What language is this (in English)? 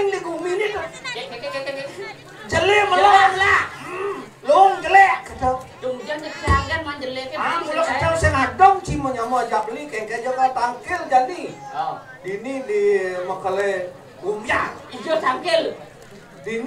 Balinese